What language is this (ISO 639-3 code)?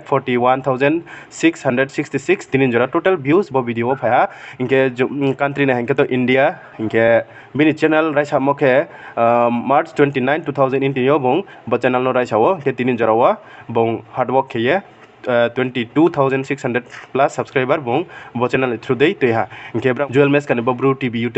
ria